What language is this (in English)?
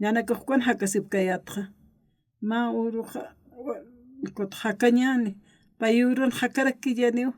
Aymara